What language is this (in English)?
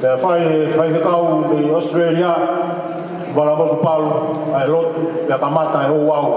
Tongan